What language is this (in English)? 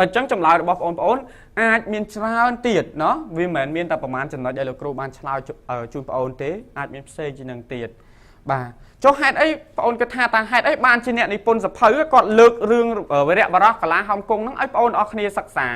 Khmer